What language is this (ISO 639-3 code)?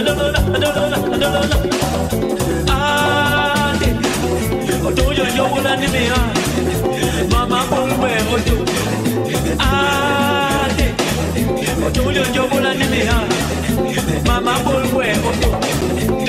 fra